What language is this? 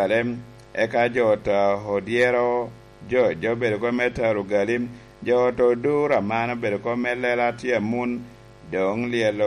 Lango (Uganda)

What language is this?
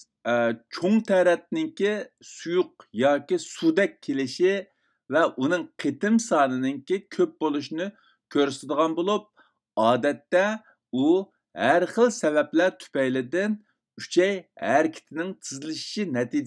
Uyghur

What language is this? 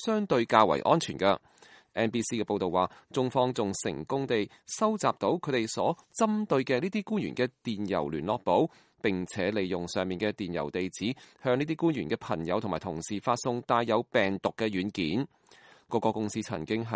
Cantonese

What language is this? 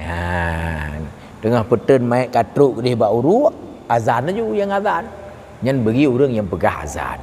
Achinese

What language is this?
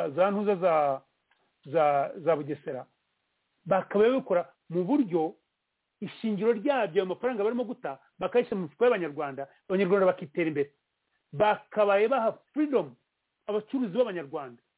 Kinyarwanda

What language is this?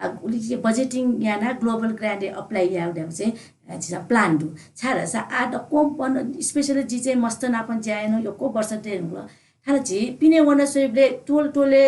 Newari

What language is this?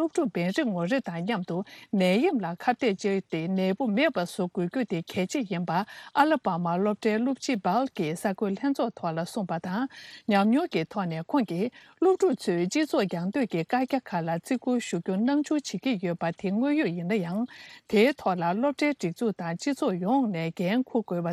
Tibetan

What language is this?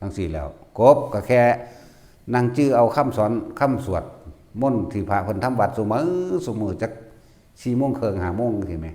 Northeastern Thai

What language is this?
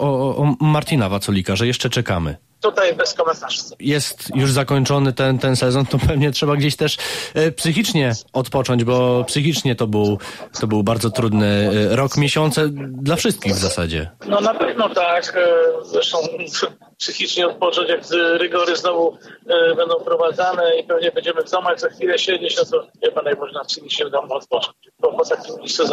Polish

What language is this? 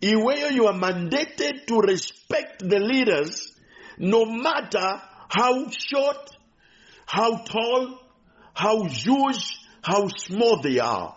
Nyanja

